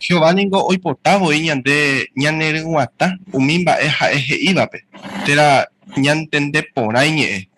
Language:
Guarani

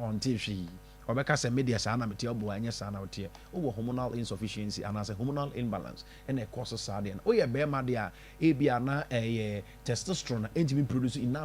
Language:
Akan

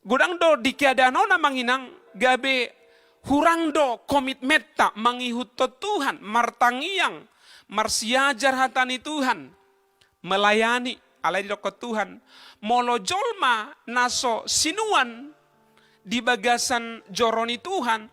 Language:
Batak Toba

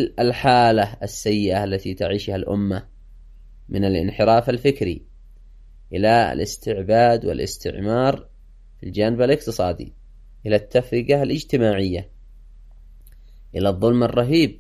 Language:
Arabic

